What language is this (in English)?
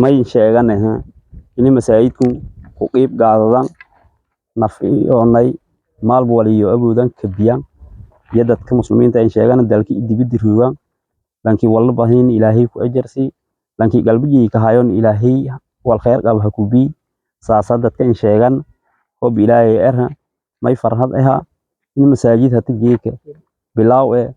Somali